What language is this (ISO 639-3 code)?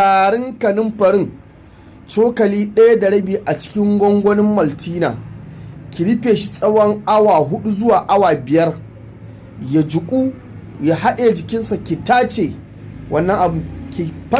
hau